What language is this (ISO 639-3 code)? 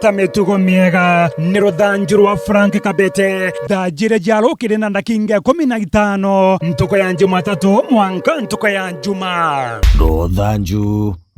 mer